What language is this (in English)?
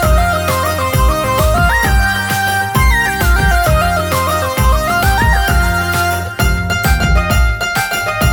Telugu